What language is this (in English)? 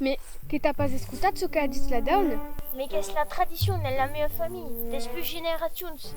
Occitan